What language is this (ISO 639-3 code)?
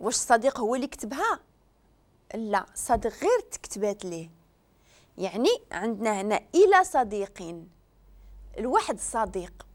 ary